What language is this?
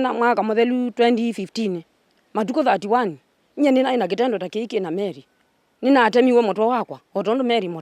Kamba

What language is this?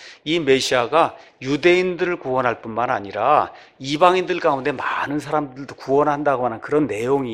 Korean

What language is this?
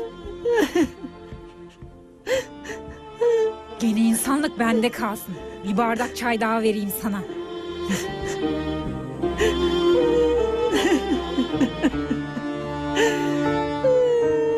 Turkish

